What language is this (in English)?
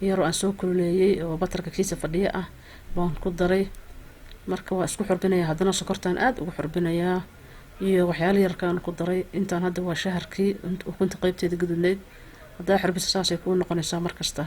Somali